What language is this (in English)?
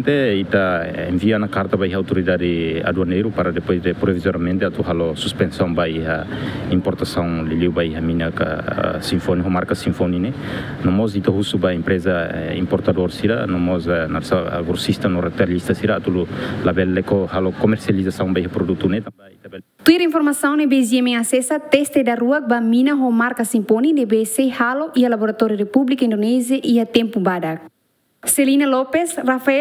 Tetum